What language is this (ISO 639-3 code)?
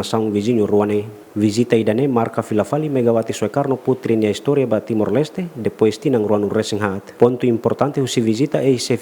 tet